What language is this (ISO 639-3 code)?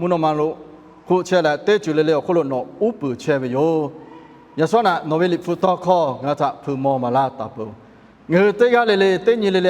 lhu